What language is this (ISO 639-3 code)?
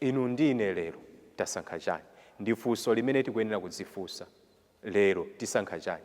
nya